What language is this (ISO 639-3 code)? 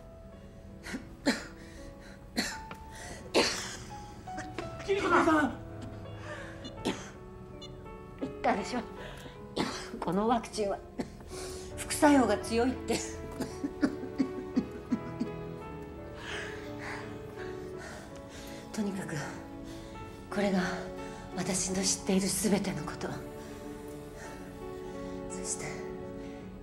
jpn